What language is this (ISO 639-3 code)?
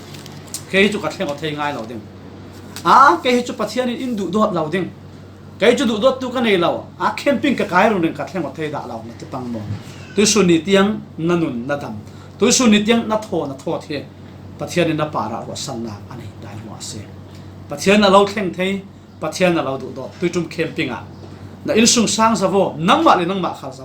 cfm